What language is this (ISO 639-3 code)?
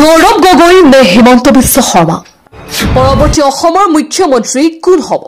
asm